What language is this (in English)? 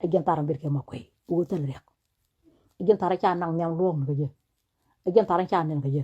Nuer